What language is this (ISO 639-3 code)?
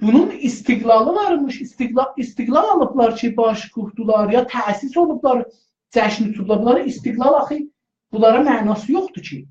azb